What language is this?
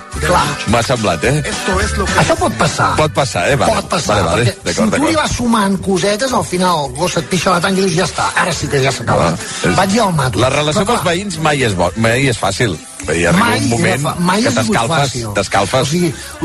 Catalan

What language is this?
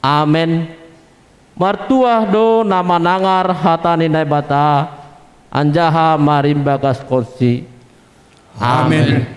Batak Simalungun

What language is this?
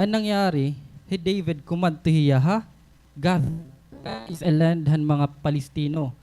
Waray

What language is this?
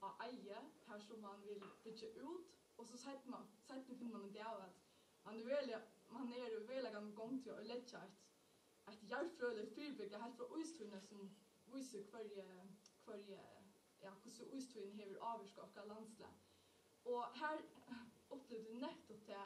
Faroese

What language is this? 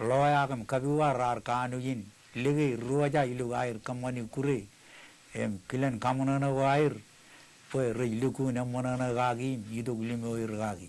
Marshallese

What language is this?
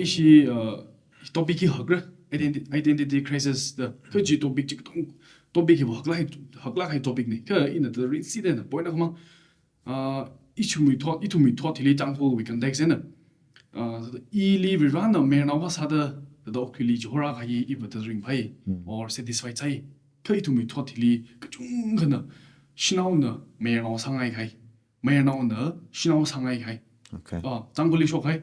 Tangkhul Naga (India)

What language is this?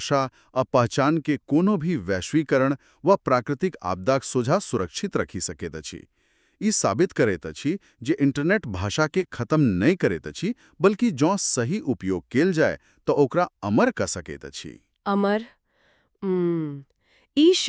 Maithili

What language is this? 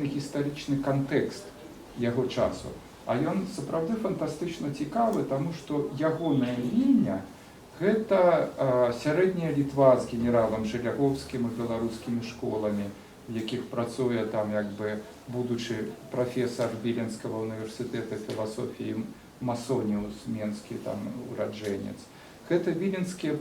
Belarusian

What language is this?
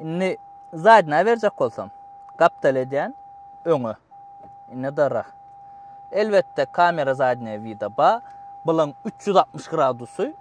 Turkmen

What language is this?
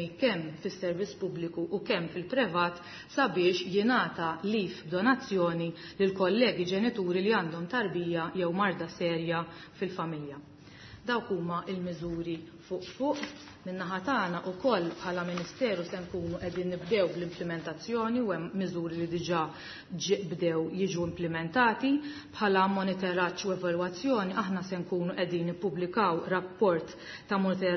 Maltese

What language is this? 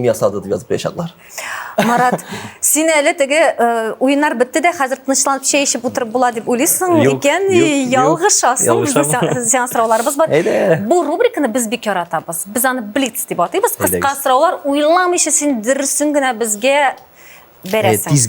Tatar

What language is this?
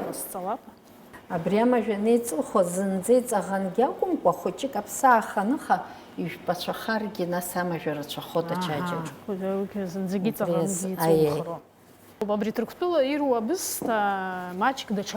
Abkhazian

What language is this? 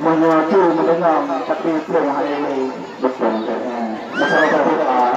Achinese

